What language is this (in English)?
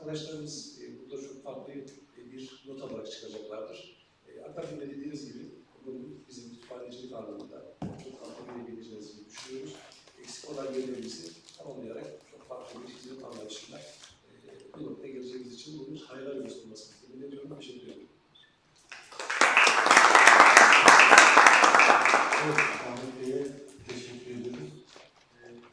Turkish